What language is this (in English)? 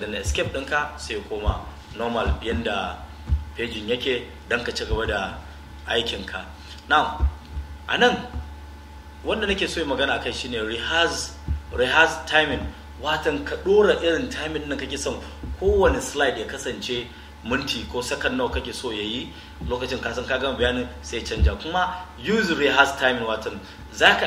Hausa